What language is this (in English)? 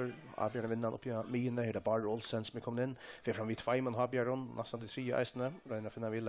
Faroese